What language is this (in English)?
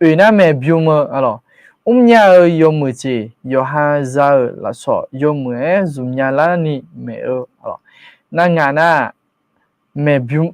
Akha